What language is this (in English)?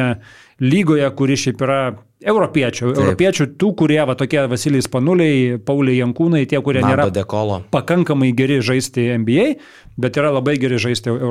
Lithuanian